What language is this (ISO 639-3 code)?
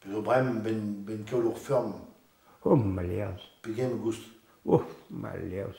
bre